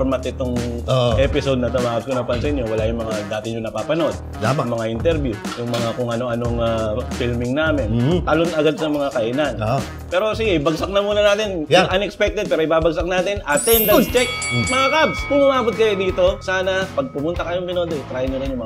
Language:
Filipino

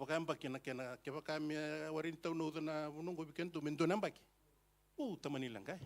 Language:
Fijian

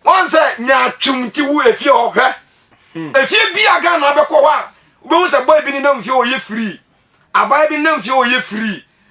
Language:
Akan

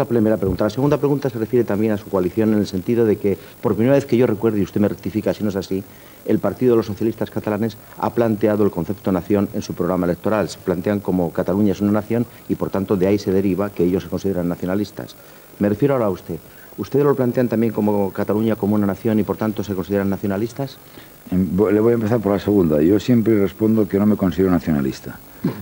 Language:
Spanish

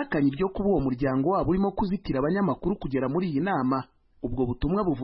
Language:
Kinyarwanda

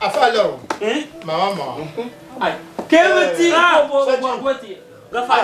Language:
Dagbani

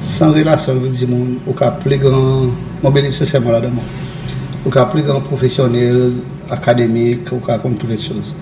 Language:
Seselwa Creole French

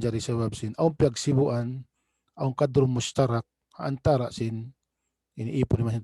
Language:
Tausug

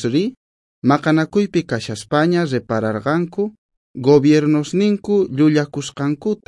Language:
South Bolivian Quechua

